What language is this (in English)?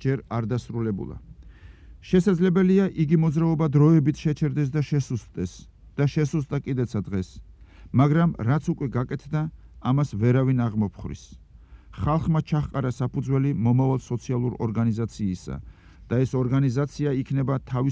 Georgian